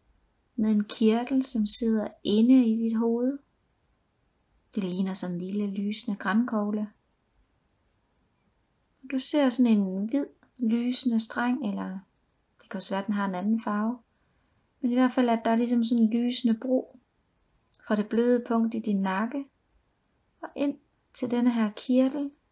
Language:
Danish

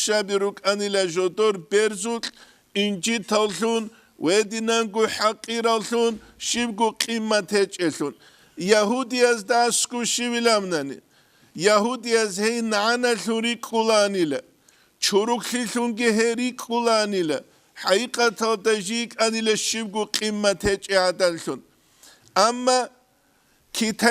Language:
Avaric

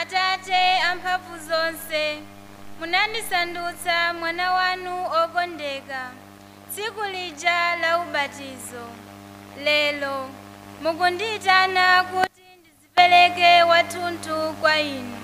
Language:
Nyanja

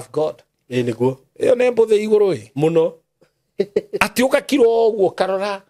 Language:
Kikuyu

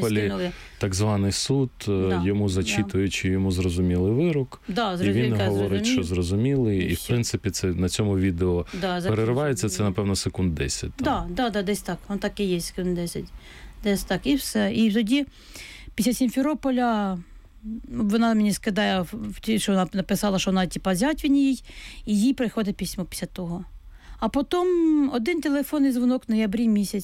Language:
Ukrainian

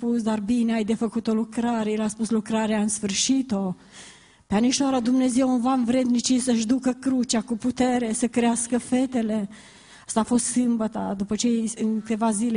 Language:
Romanian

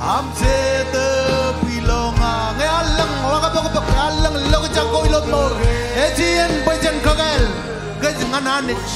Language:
Marshallese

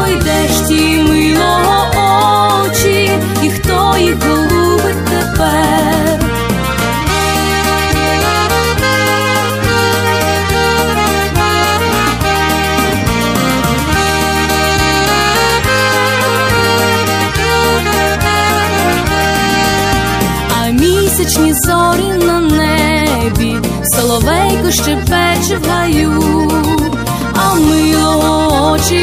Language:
Ukrainian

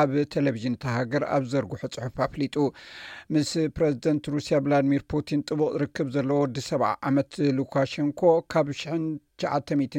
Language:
Tigrinya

